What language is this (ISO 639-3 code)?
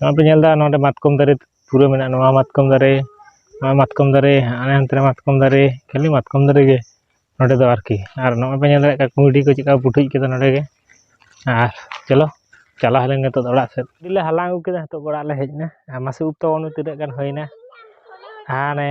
sat